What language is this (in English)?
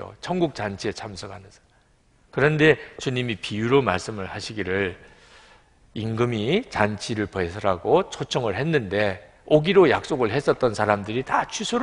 Korean